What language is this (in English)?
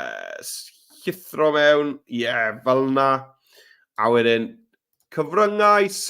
Welsh